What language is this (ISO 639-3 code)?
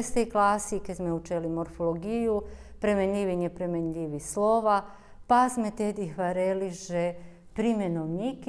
rue